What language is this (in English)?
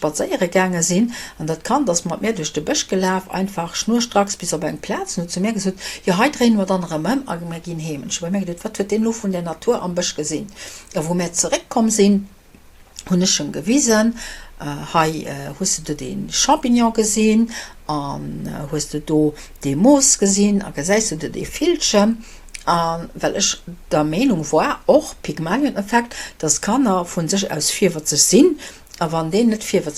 Luxembourgish